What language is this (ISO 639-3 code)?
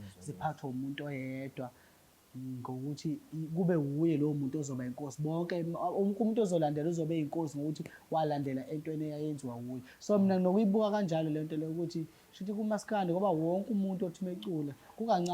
zul